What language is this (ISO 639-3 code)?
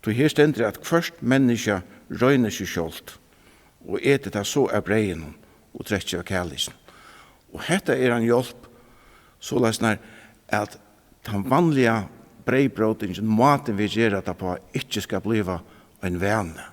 fao